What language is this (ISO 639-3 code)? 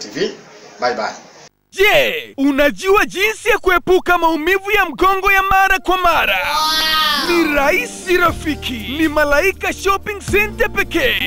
swa